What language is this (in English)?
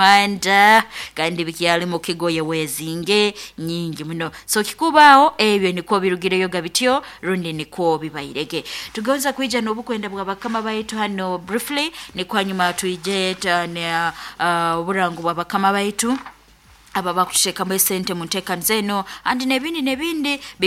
Nyoro